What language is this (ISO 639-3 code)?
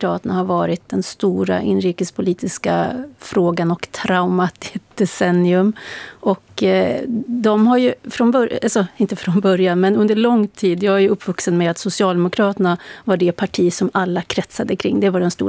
swe